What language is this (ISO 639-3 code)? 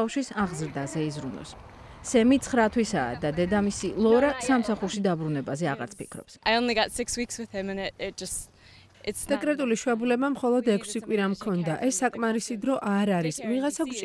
kat